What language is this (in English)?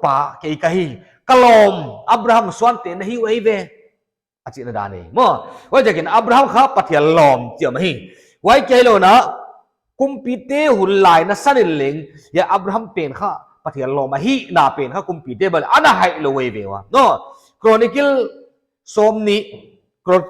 Paite Chin